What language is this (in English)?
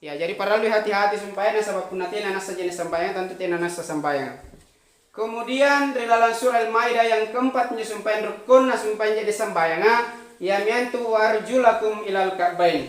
Makasar